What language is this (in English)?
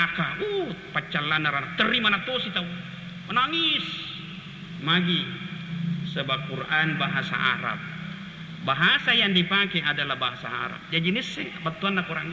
Buginese